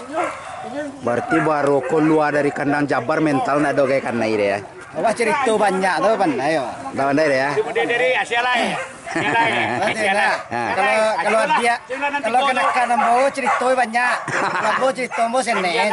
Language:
Minangkabau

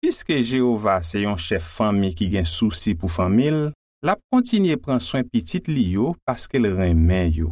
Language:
Haitian Creole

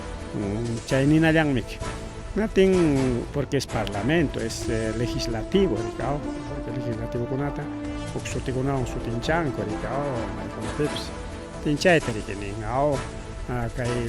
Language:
Ayacucho Quechua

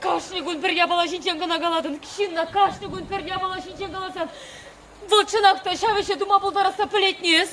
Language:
Chuvash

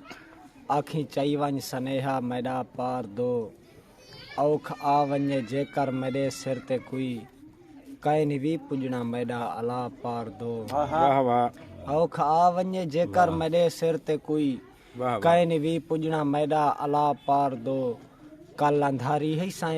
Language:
Saraiki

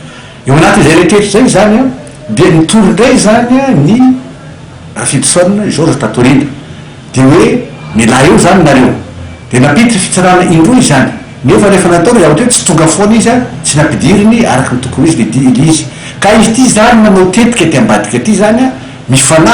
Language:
Malagasy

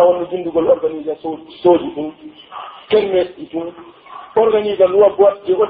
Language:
Pular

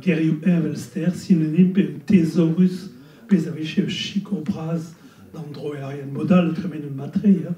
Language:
Breton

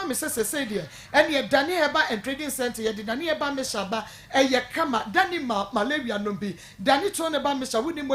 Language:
Akan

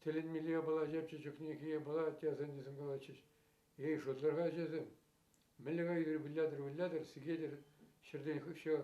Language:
Chuvash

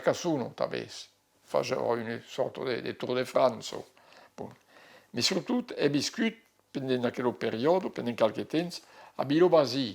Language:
Occitan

